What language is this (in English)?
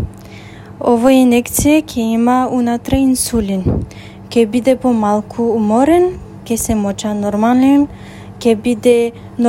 Macedonian